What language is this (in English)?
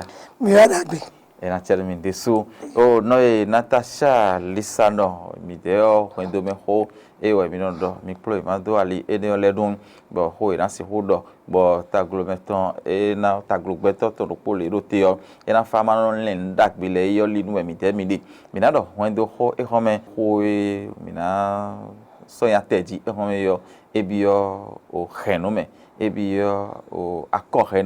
Fon